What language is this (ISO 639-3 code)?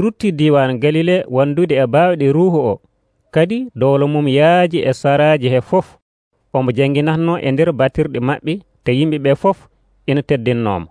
fuv